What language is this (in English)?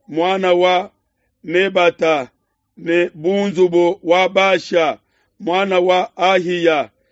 Luba-Lulua